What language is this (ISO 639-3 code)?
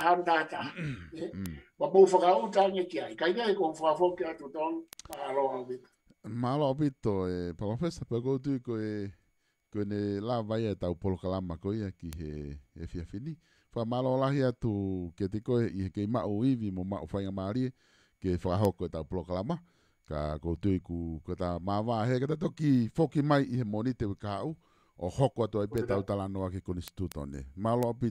ton